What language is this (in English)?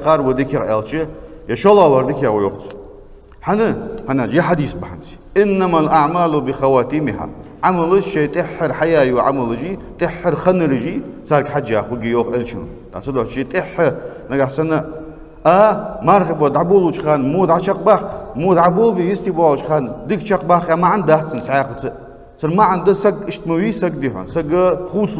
Ingush